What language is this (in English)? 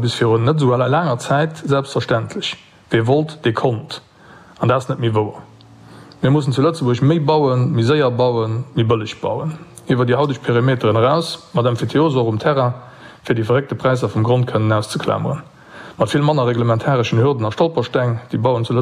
Luxembourgish